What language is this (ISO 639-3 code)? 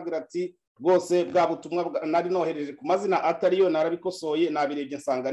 kin